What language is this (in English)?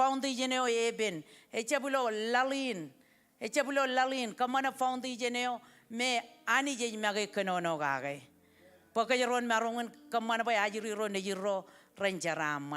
Marshallese